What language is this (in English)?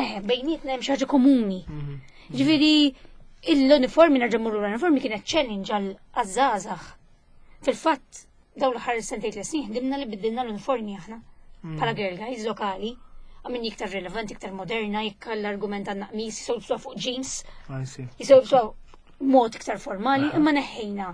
Maltese